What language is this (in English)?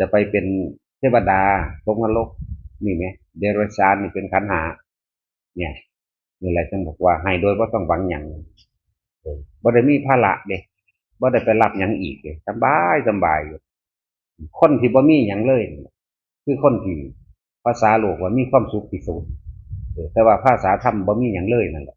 Northeastern Thai